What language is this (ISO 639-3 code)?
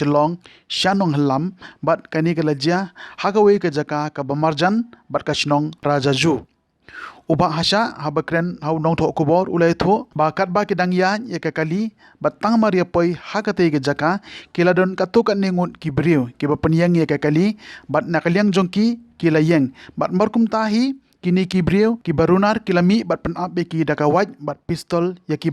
kha